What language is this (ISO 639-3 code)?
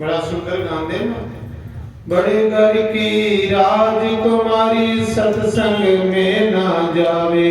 doi